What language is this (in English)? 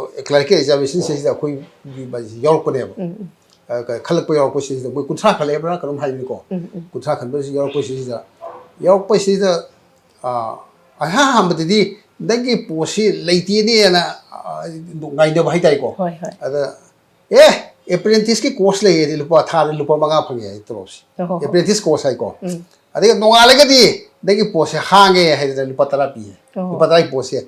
Manipuri